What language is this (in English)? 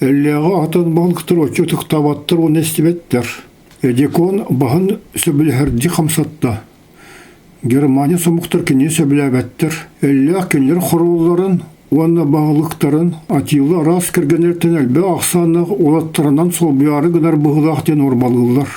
Yakut